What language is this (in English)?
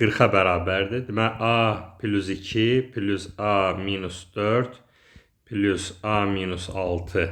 Azerbaijani